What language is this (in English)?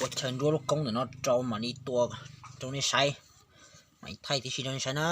Hmong